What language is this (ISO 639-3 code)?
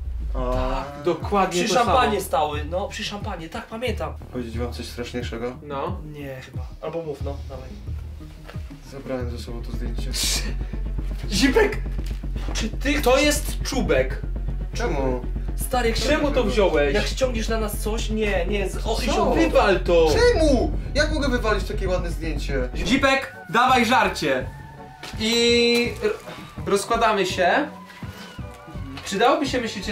pol